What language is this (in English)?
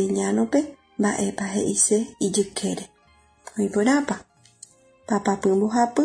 Guarani